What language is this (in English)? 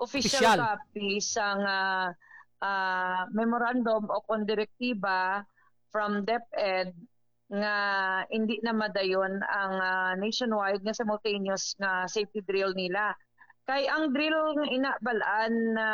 Hiligaynon